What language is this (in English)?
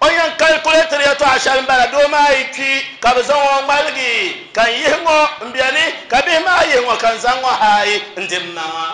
Dagbani